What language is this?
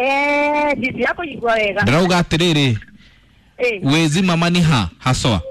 Kikuyu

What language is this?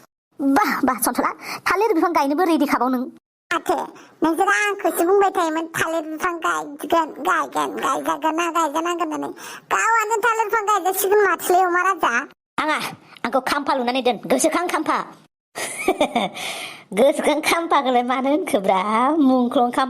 Bodo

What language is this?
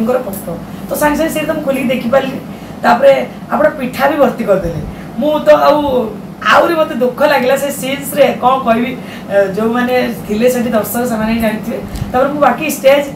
Odia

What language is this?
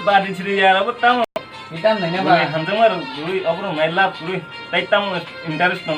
Kok Borok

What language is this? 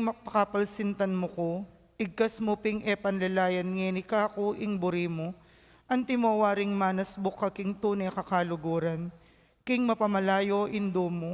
Pampanga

